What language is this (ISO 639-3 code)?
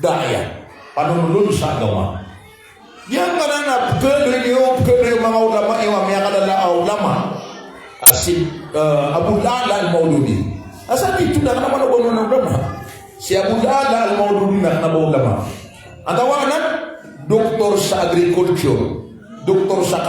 mrw